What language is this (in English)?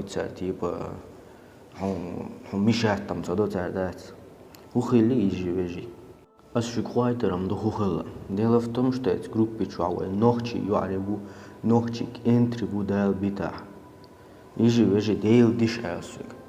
Chechen